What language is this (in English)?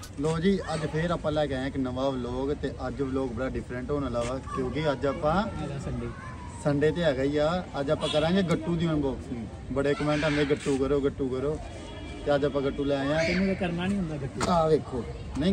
Punjabi